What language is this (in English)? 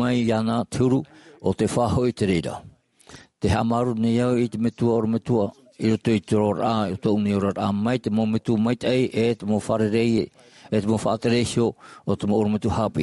Tahitian